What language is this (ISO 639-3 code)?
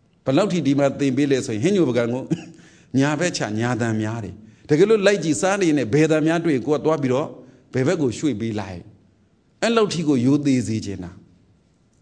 mya